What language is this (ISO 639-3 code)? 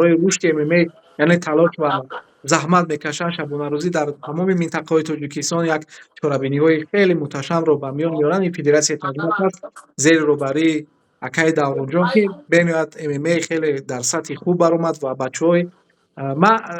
tgk